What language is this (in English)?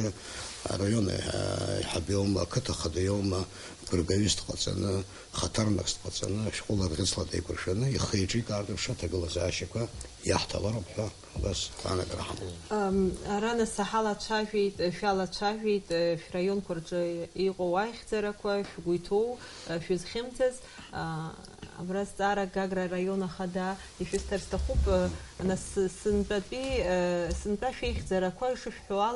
Abkhazian